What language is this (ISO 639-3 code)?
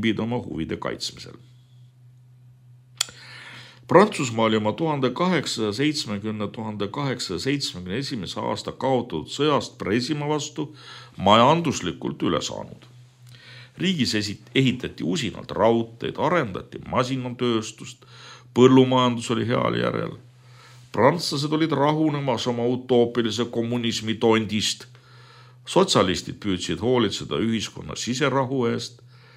est